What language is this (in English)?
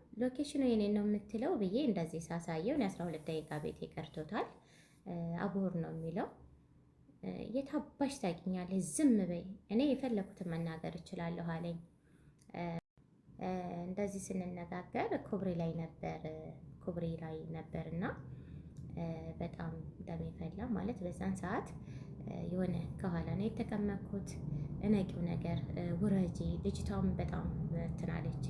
Amharic